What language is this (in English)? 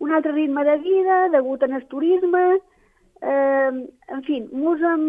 Catalan